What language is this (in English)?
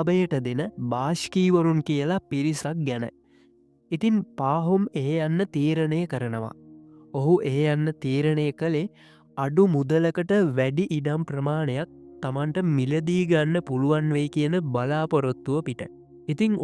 Sinhala